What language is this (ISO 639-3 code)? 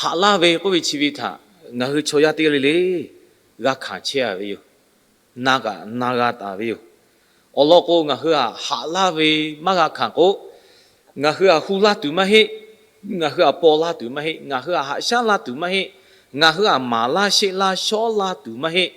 lhu